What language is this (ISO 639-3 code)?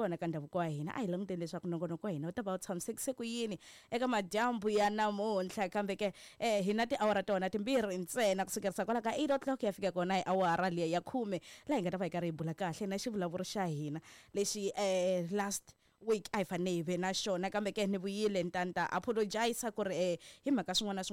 tso